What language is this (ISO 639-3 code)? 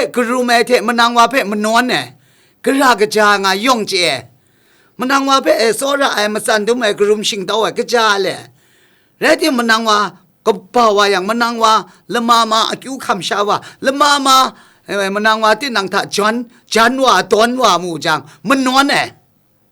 kac